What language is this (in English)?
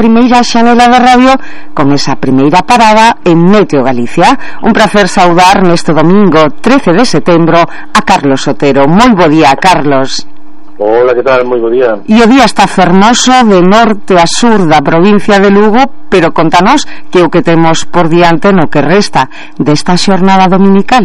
Galician